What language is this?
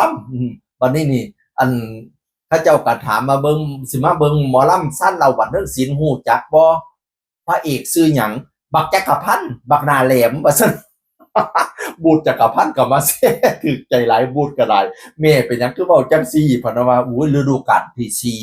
Northeastern Thai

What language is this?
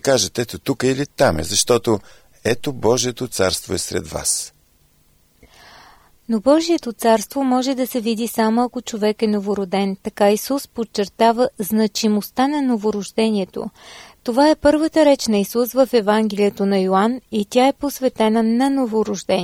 Bulgarian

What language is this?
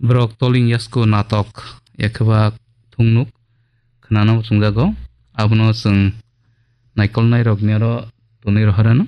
Kok Borok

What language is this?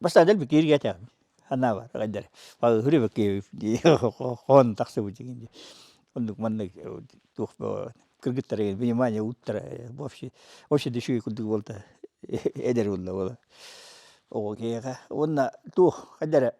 Yakut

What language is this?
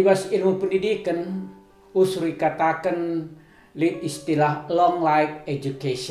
Batak Karo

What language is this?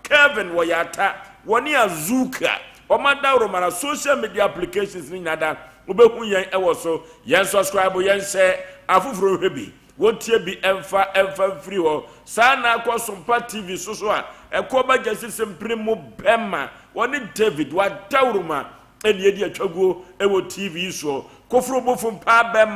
Akan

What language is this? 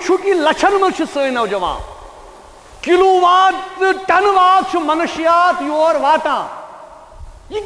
Kashmiri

